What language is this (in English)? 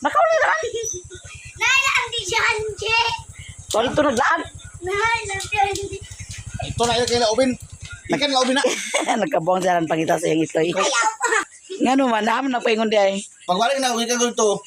Cebuano